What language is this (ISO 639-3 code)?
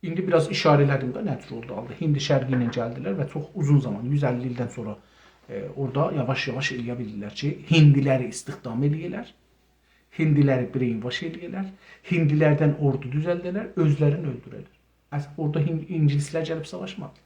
azb